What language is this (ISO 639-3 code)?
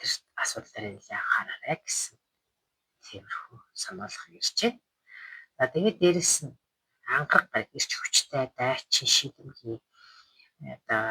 mon